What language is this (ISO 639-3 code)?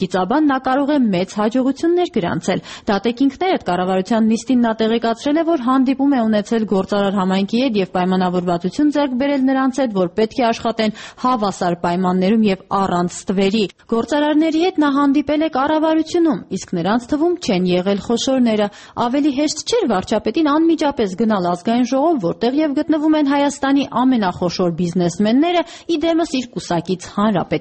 hye